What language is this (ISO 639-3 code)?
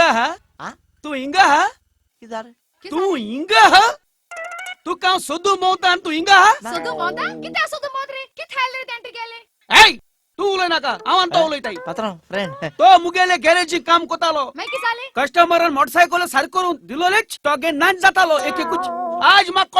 kok